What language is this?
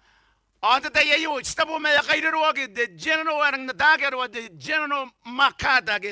Gilbertese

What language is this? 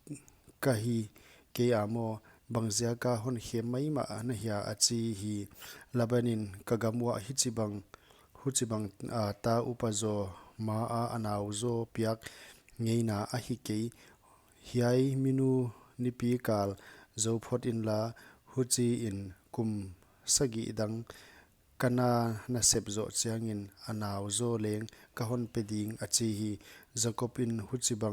Paite Chin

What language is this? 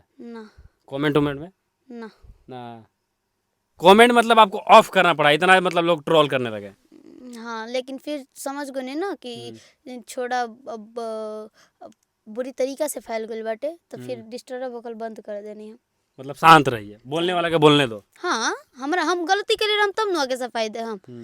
Bhojpuri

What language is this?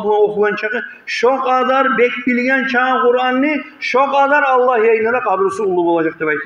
Kumyk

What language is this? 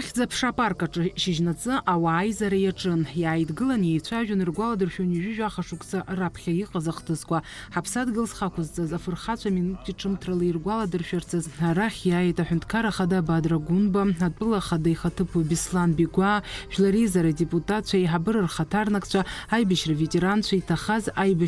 Abkhazian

